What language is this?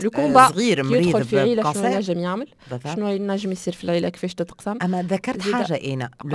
Tunisian Arabic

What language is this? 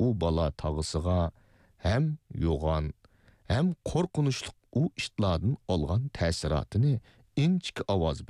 Uyghur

